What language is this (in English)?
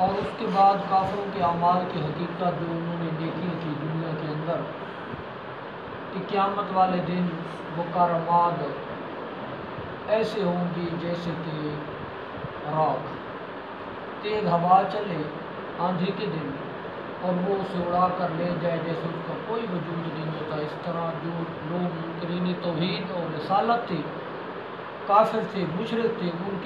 Urdu